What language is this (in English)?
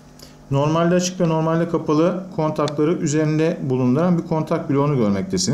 Turkish